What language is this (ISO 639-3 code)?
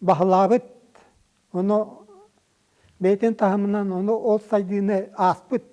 sah